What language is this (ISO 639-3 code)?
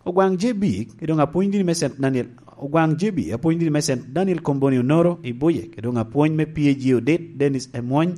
laj